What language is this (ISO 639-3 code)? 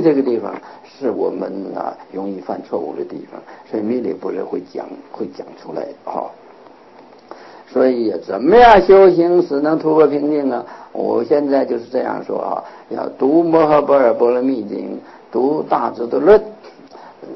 zho